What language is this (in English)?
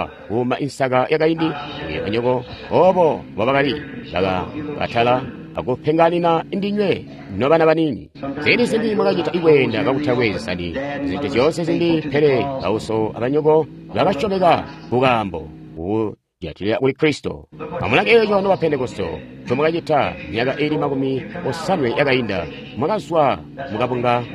Tonga (Zambia)